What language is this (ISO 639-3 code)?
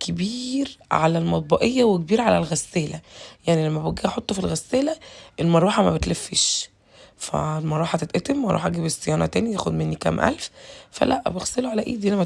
arz